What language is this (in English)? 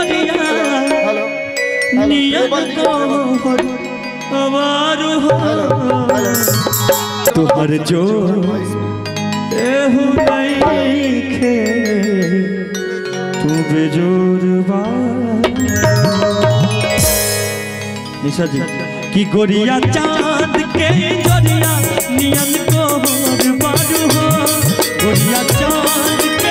Bhojpuri